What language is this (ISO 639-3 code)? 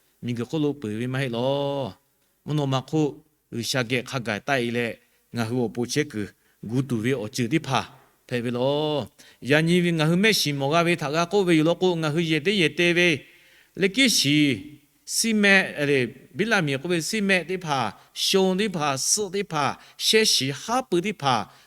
lhu